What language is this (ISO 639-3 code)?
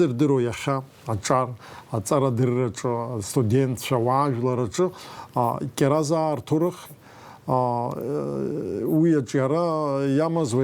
abk